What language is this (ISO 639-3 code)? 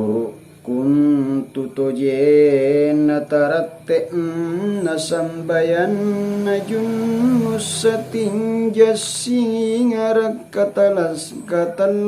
mak